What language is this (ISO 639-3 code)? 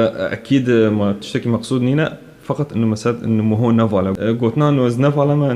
kur